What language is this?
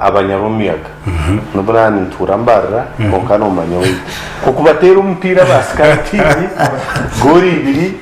Nyankole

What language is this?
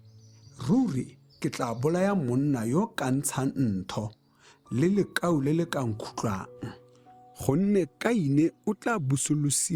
Tswana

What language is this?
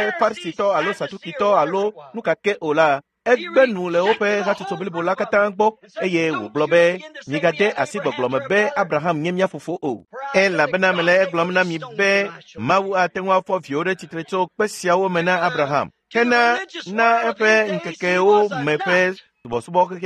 Ewe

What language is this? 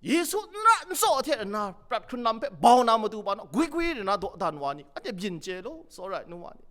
Kachin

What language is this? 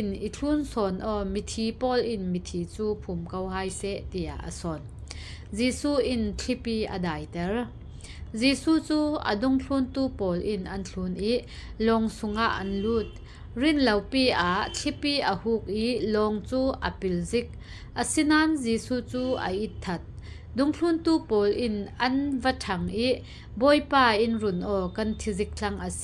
Falam Chin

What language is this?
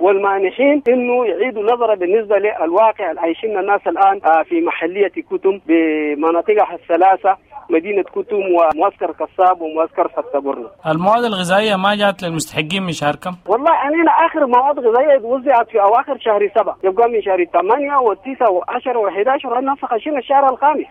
Sudanese Arabic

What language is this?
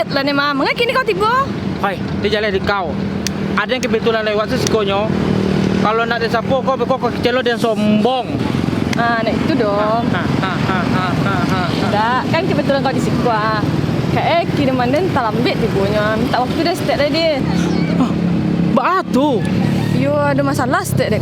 Minangkabau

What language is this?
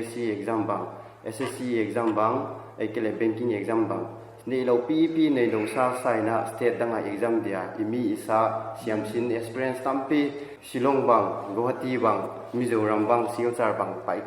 Paite Chin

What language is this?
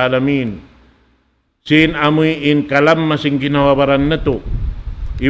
Tausug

